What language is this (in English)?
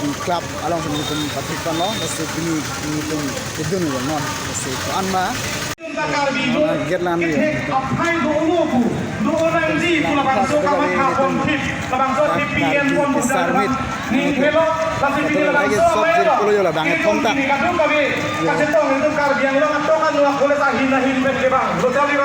Karbi